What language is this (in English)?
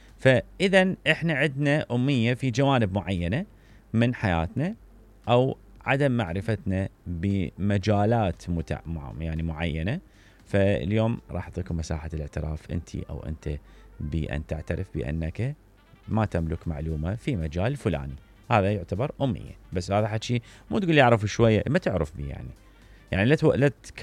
Mesopotamian Arabic